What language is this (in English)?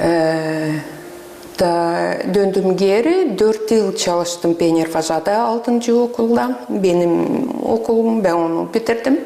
Gagauz